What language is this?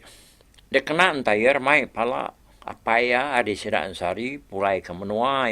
Iban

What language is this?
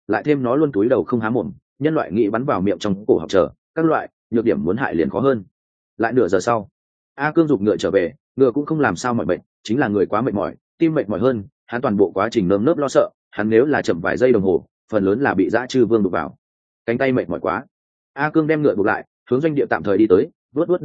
Vietnamese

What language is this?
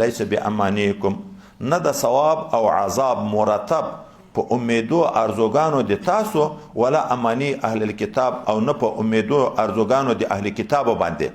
Pashto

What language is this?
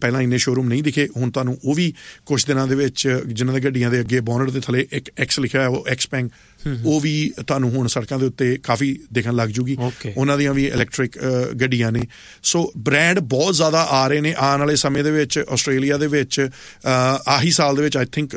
Punjabi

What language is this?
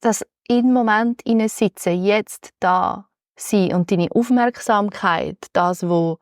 Swiss German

